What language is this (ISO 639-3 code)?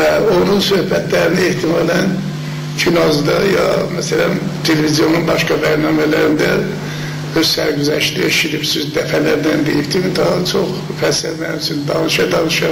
azb